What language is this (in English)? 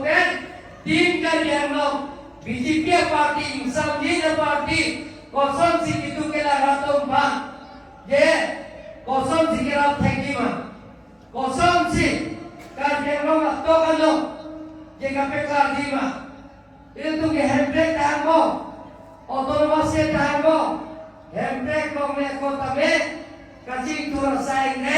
Karbi